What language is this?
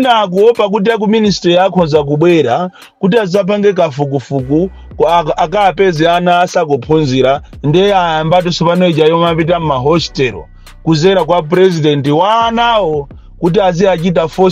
Nyanja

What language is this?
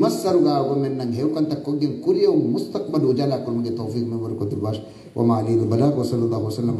Divehi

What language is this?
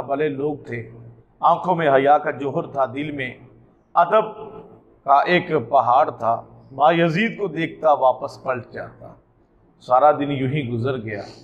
Urdu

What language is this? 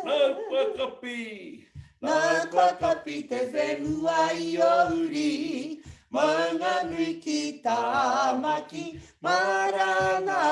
Māori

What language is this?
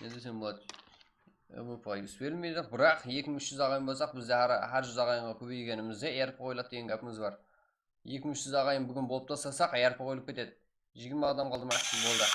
Kara-Kalpak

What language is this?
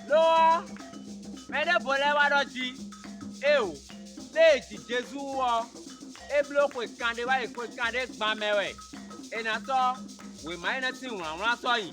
Fon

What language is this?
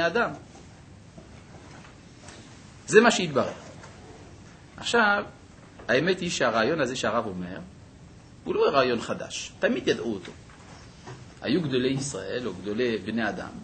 Hebrew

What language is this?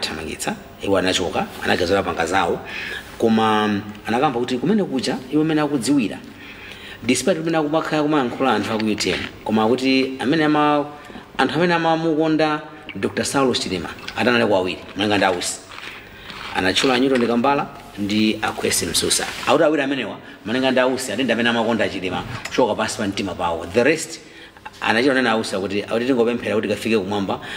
Nyanja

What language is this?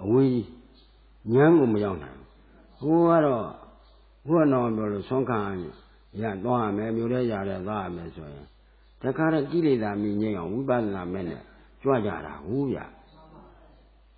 Burmese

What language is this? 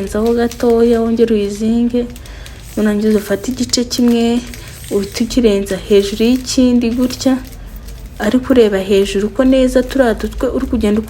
Kinyarwanda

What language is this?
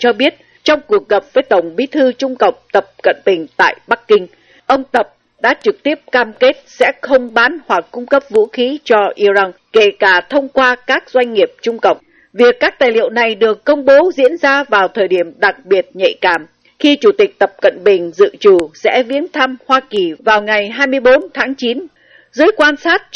Vietnamese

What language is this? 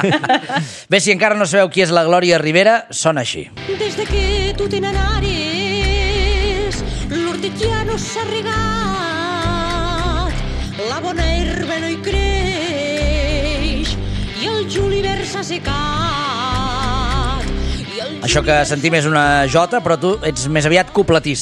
Catalan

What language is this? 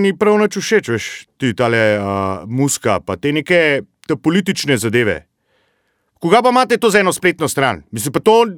Slovenian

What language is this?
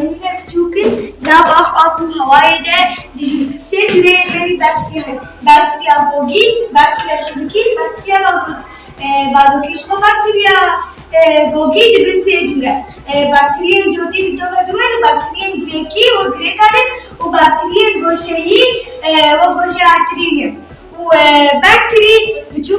Kurdish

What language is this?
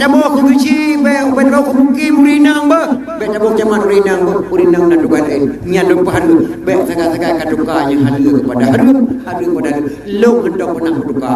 Achinese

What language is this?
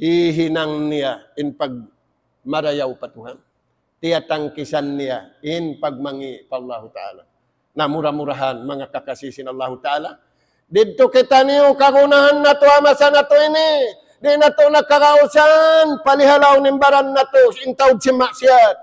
Tausug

